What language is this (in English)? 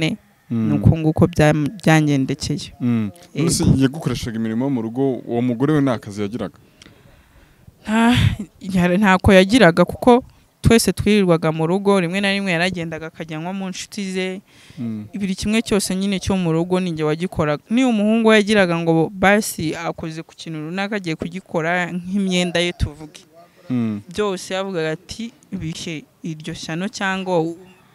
Kinyarwanda